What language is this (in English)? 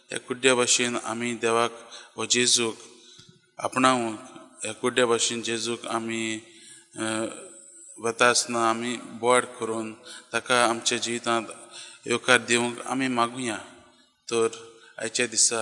Konkani